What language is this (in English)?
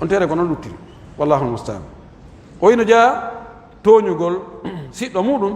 Pular